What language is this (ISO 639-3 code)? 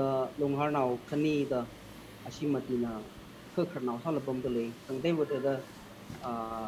nmf